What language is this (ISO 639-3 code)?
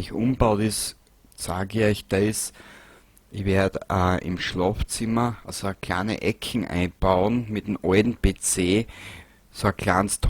bar